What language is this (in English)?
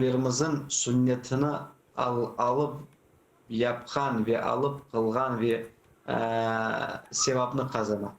Crimean Tatar